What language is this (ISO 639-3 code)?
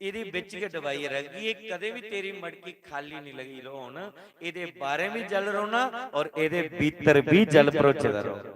doi